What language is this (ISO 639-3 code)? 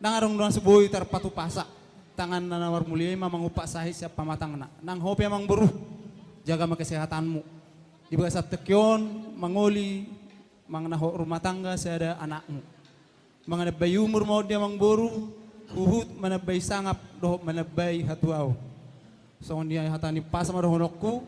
bbc